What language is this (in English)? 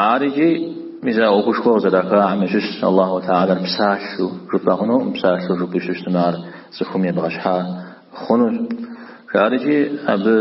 Kabardian